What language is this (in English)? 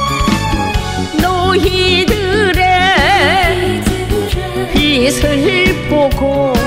Korean